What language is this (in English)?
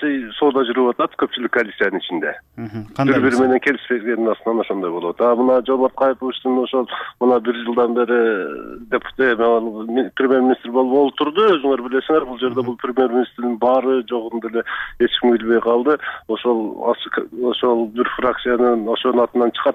Kyrgyz